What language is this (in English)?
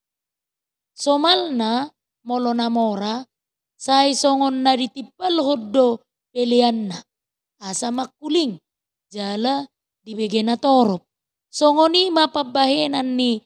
Batak Toba